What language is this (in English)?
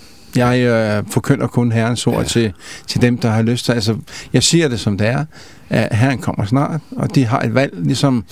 Danish